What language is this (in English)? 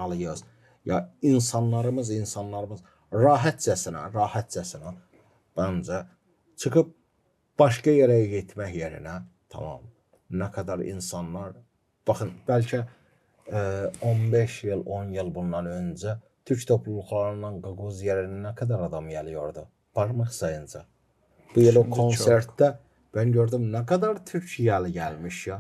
Gagauz